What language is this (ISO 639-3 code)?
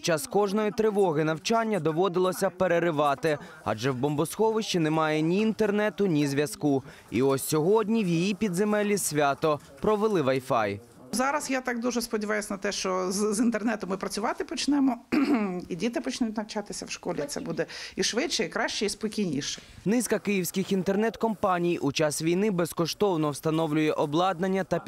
ukr